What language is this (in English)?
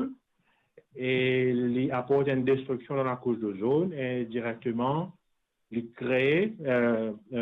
Morisyen